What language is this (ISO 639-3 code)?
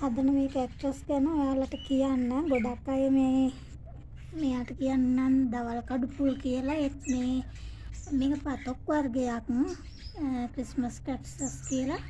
sin